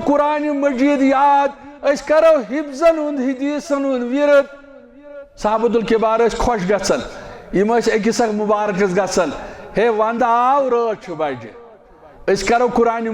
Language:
Kashmiri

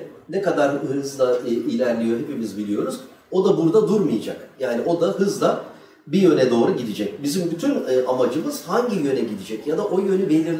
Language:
Turkish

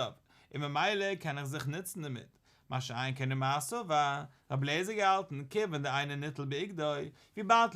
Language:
Yiddish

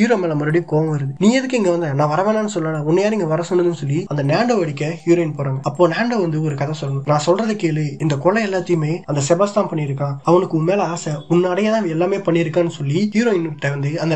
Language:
Tamil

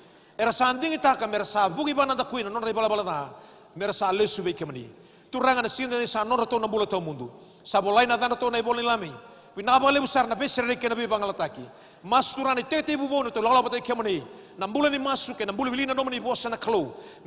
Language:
Fijian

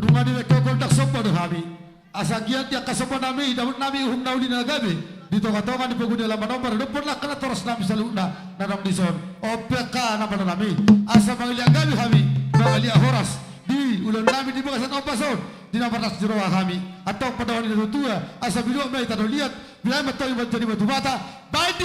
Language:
Batak Toba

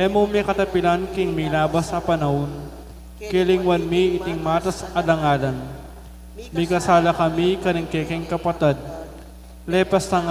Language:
Pampanga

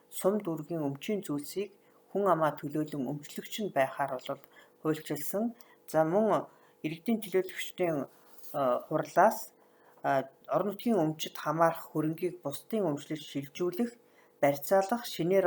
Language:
Mongolian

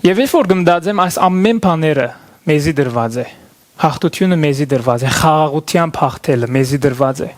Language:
Western Armenian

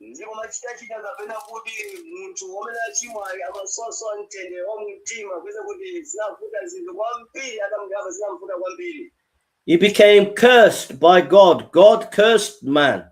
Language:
Nyanja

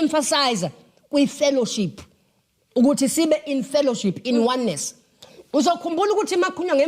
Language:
Zulu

